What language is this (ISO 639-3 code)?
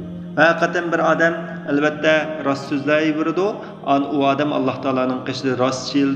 uig